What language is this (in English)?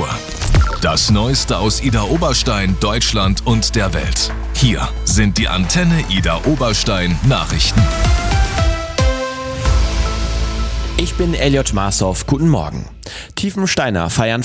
German